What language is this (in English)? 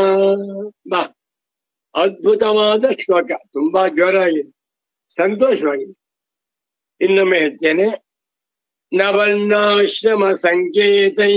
Kannada